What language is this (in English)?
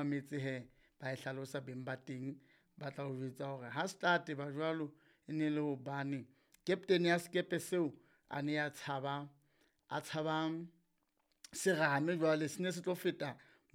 Southern Sotho